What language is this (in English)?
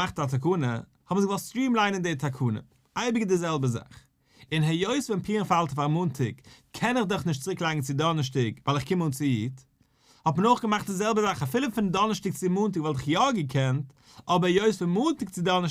Yiddish